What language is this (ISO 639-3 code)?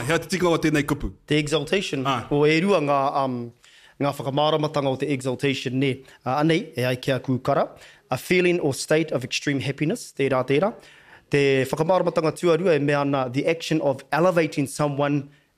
mri